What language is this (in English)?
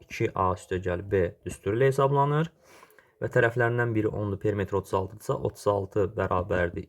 Azerbaijani